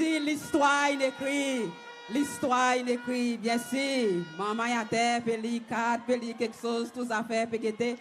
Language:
Seselwa Creole French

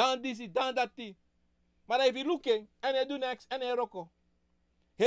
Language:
Sranan Tongo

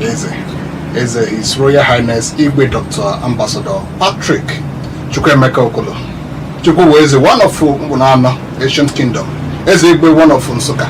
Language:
Igbo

